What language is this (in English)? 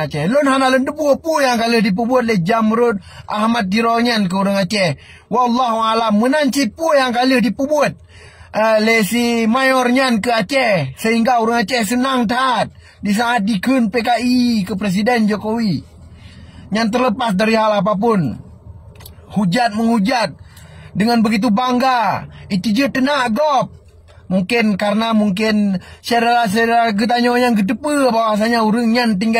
Achinese